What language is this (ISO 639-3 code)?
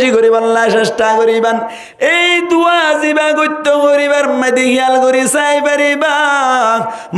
rhg